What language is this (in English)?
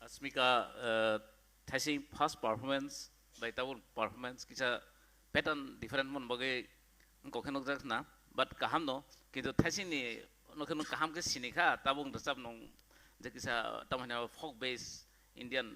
Kok Borok